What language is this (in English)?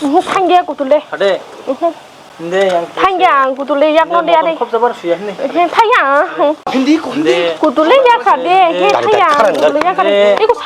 Kok Borok